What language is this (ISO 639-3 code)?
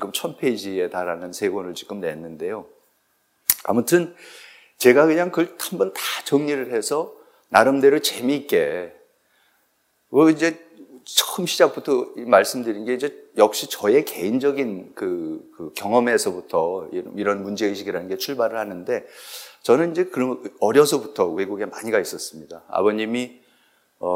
kor